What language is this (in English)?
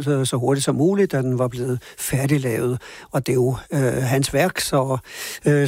Danish